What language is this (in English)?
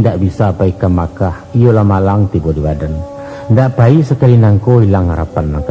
Minangkabau